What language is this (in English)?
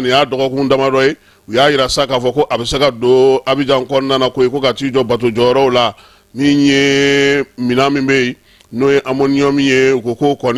Bambara